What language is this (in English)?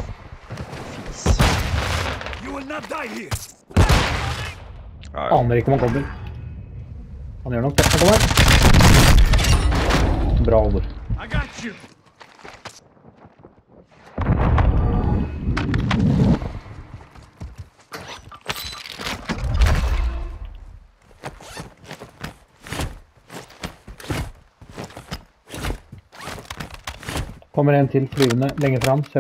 Norwegian